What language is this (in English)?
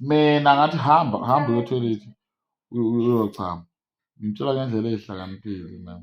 Zulu